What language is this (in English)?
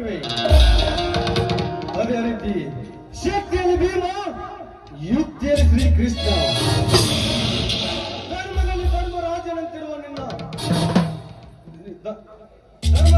Kannada